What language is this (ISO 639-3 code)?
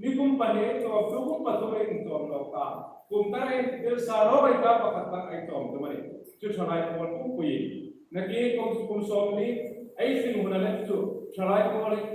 hmr